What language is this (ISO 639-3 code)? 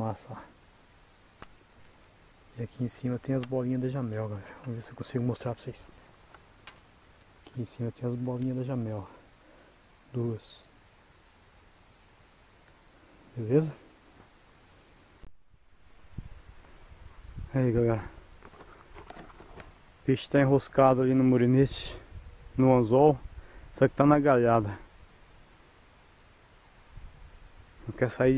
por